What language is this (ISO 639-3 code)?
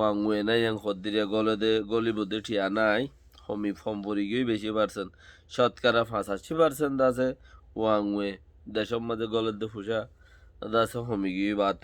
rhg